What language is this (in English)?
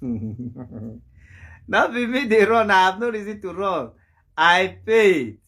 Nigerian Pidgin